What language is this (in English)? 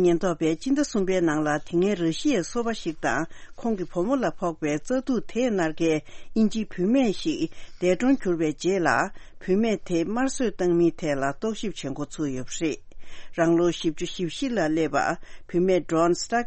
Tibetan